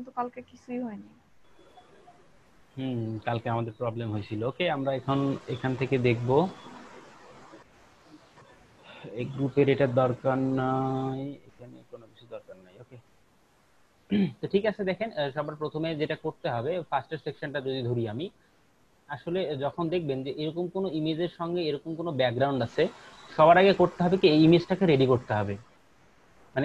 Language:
Bangla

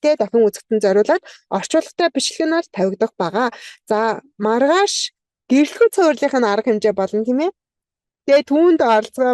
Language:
Mongolian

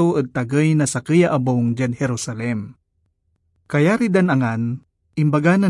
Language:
Pangasinan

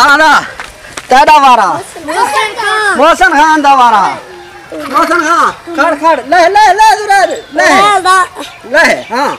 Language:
Saraiki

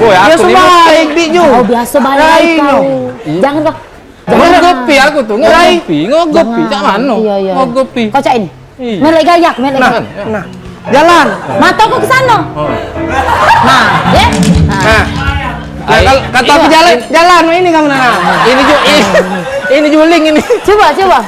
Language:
Musi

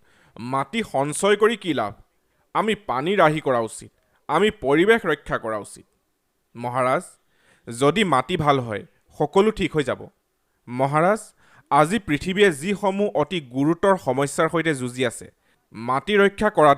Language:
Assamese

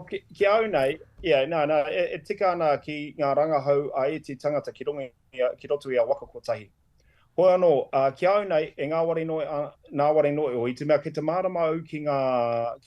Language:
Māori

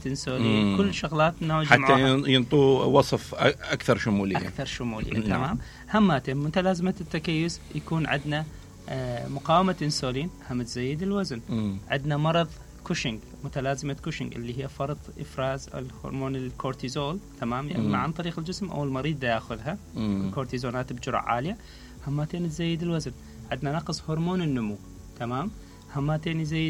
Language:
Mesopotamian Arabic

